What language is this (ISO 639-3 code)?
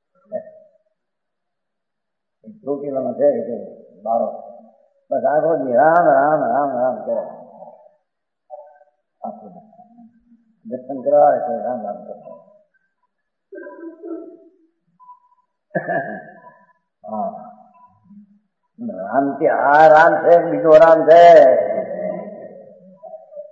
guj